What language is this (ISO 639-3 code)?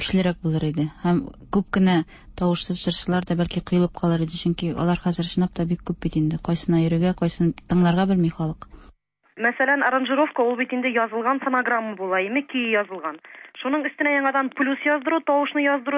tat